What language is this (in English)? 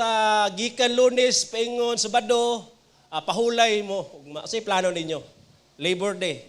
Cebuano